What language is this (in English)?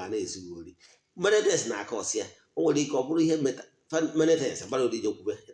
Igbo